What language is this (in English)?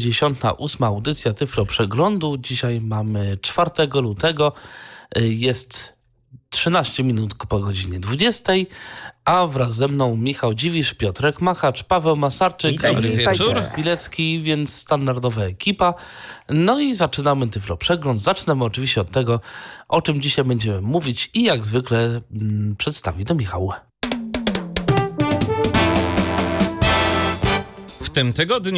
Polish